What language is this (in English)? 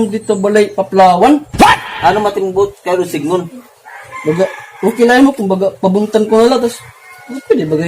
Waray